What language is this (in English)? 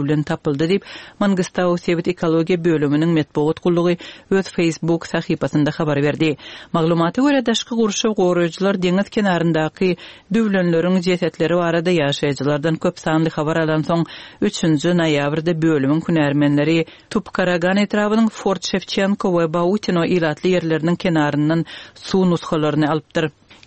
Turkmen